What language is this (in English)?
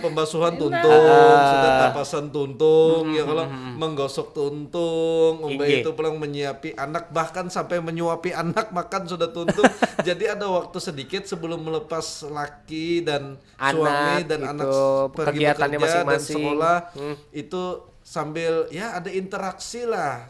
Banjar